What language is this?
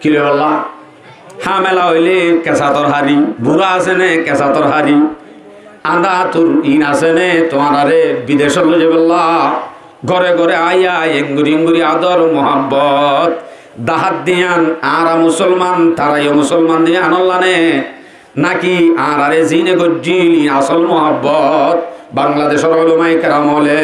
Rohingya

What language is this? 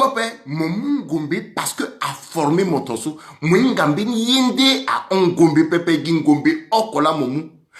Sango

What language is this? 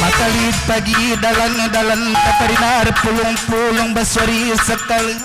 Batak Karo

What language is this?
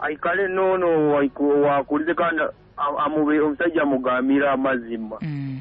Nyoro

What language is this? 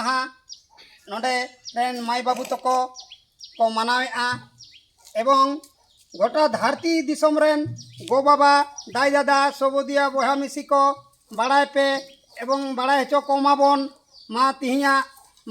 Santali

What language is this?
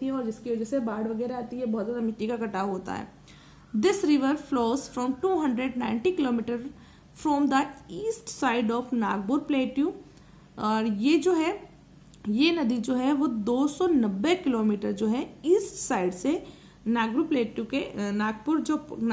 Hindi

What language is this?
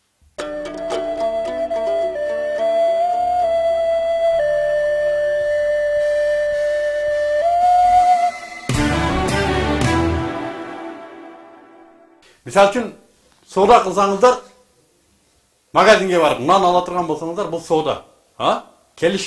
Kyrgyz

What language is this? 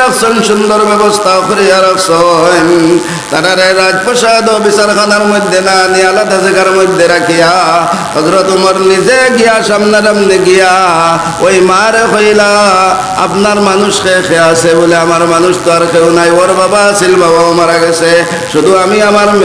Sylheti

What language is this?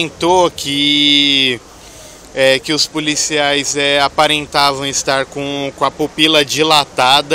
Portuguese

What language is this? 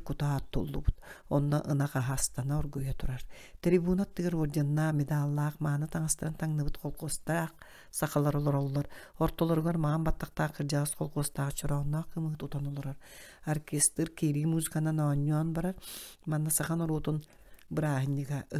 Yakut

